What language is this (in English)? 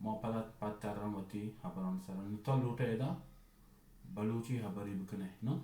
Baluchi